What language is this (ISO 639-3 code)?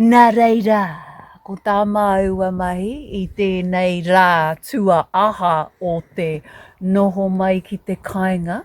mri